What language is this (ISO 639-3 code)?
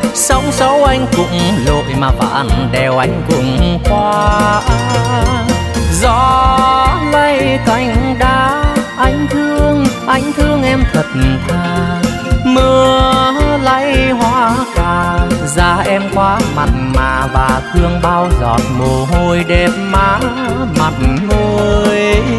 vie